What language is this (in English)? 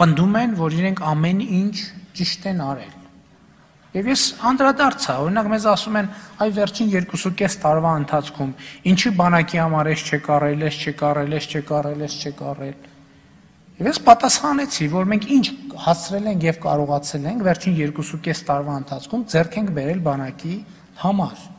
Armenian